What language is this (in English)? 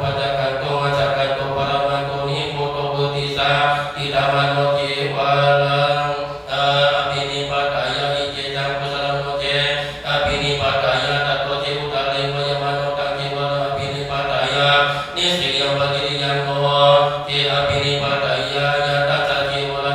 Pali